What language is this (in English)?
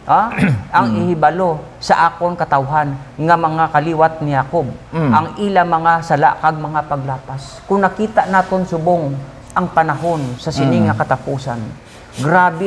Hiligaynon